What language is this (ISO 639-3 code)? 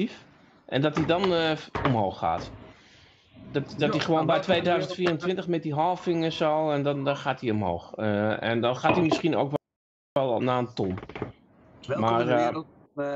nld